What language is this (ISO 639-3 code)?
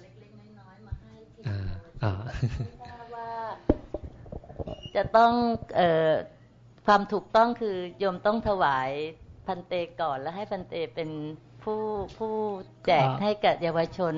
tha